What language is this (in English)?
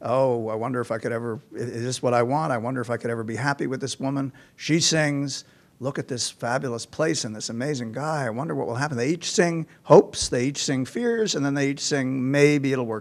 English